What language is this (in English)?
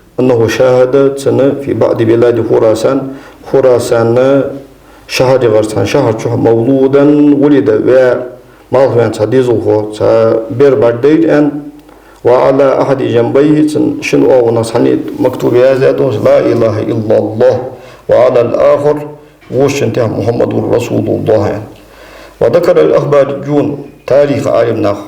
Ingush